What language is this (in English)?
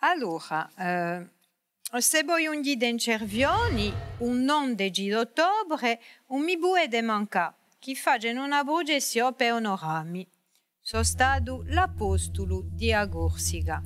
Corsican